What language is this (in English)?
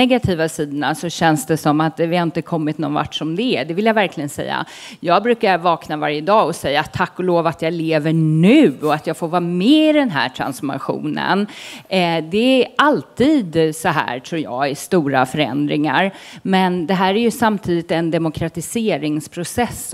Swedish